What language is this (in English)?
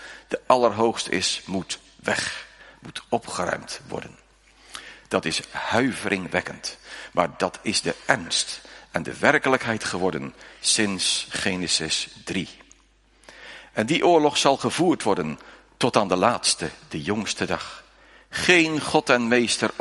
Dutch